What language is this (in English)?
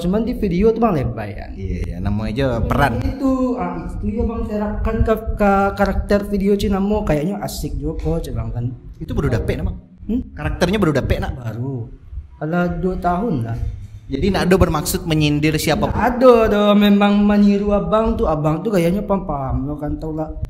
Minangkabau